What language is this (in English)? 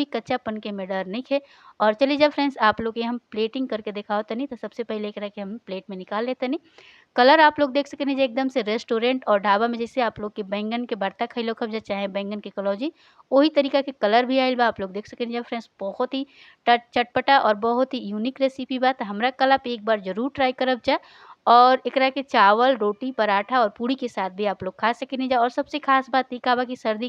Bhojpuri